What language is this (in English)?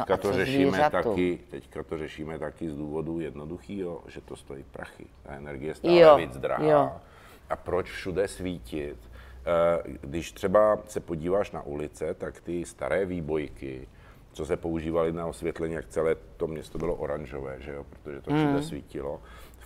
Czech